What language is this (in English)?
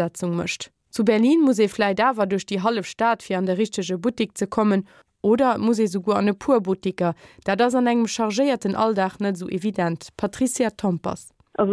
Luxembourgish